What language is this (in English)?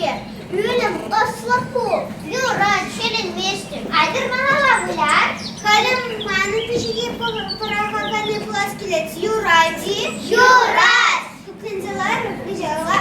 Chuvash